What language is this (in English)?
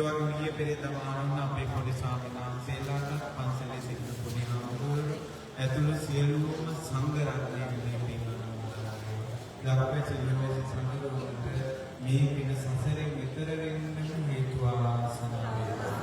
Sinhala